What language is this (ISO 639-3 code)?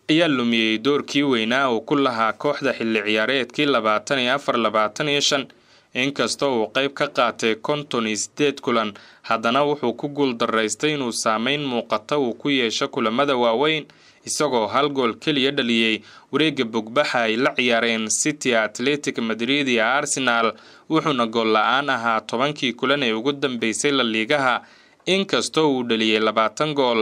som